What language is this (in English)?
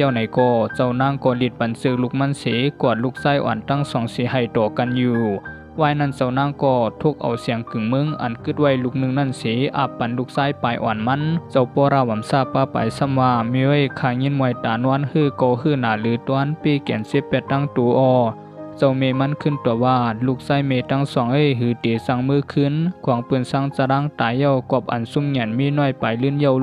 Shan